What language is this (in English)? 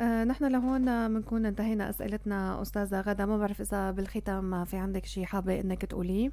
North Levantine Arabic